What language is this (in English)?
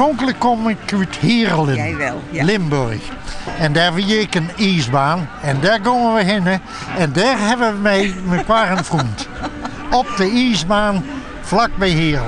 Western Frisian